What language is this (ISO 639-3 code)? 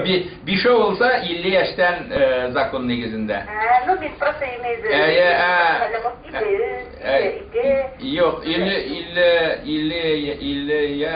bak